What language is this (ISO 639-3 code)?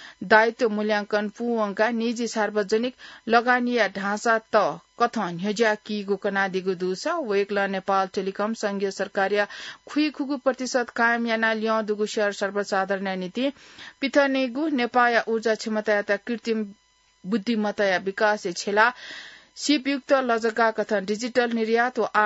new